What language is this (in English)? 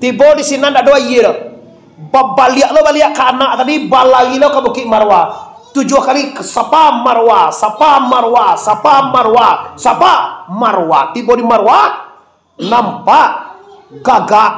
Minangkabau